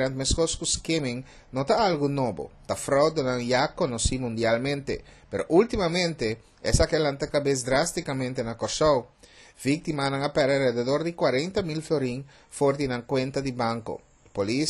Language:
Papiamento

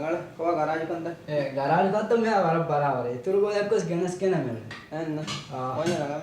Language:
Divehi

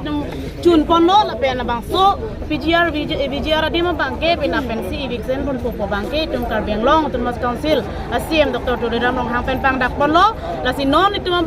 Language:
Karbi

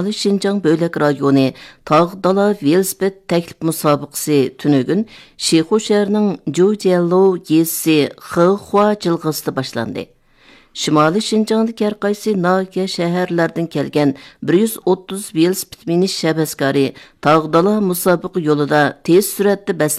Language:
Uyghur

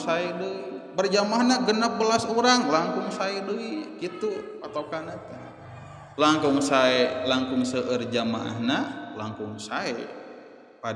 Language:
Sundanese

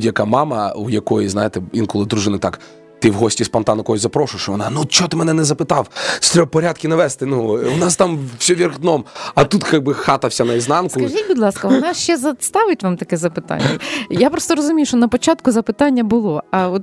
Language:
Ukrainian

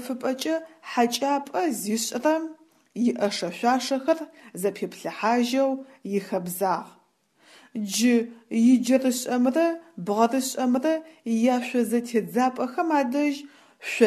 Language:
Adyghe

